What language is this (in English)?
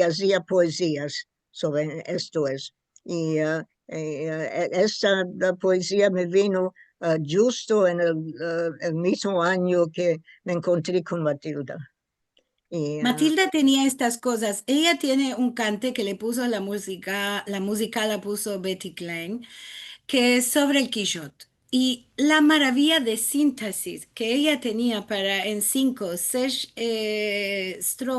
Ladino